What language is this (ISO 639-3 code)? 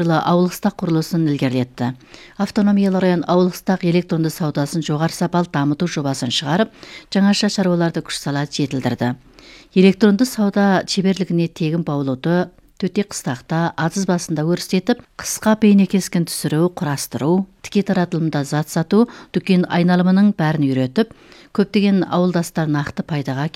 kaz